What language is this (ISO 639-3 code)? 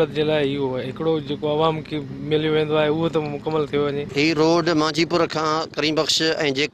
snd